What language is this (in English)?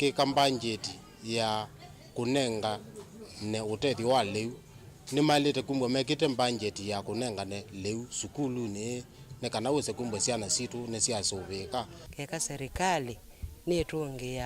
Kamba